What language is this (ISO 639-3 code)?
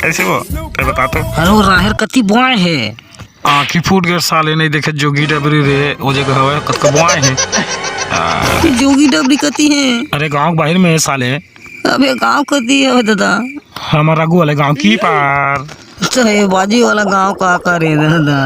hne